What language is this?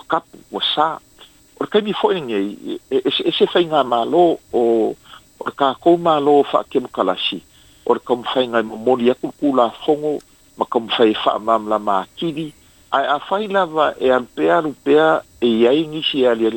Samoan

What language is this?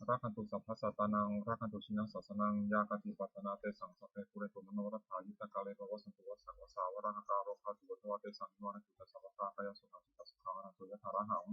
Pali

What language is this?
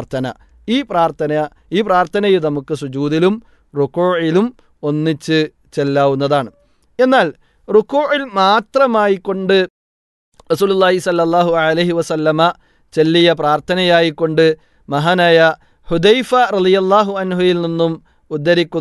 Malayalam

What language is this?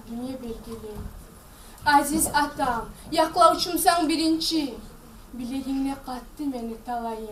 Kumyk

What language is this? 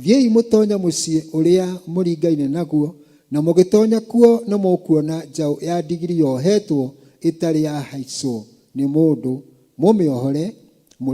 Kikuyu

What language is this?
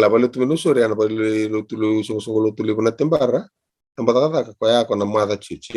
Fijian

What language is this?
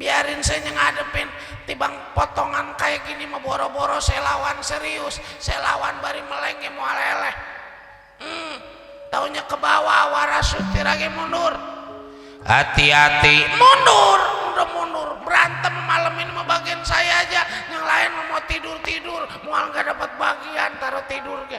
Betawi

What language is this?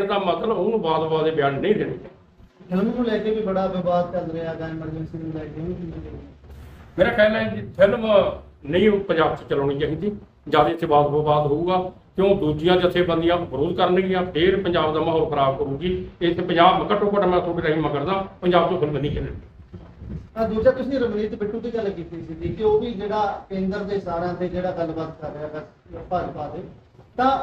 Punjabi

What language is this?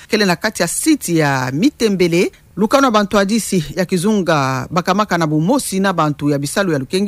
Kituba (Democratic Republic of Congo)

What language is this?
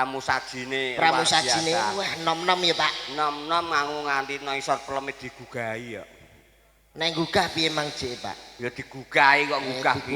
Javanese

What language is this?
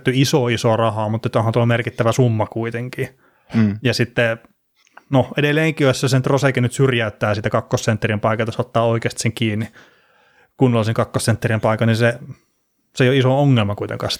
Finnish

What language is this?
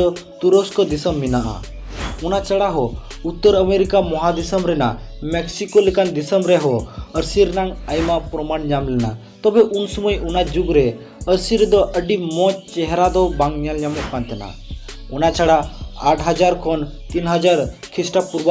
Santali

